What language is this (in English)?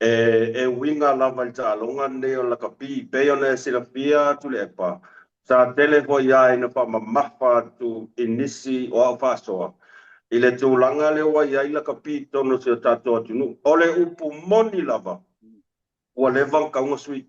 Samoan